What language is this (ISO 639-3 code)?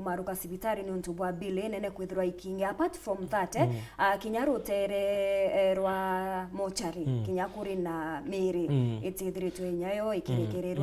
mer